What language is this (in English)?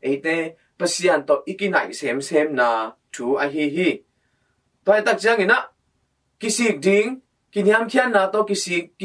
Tedim Chin